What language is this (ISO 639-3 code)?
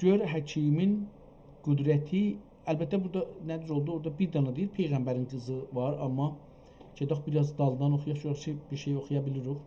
azb